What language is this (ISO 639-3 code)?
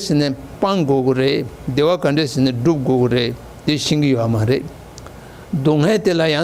bod